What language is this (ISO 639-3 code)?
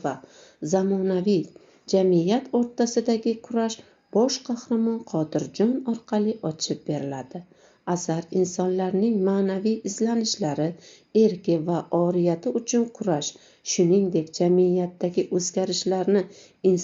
uzb